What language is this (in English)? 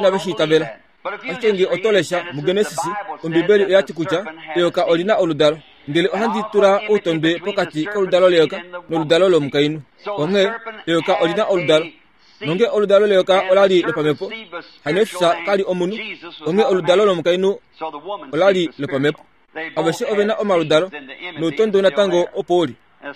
Kuanyama